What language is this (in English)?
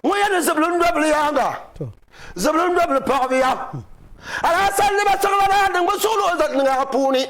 Dagbani